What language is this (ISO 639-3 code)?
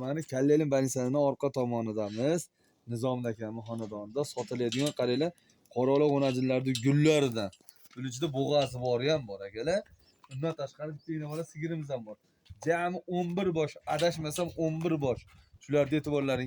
uzb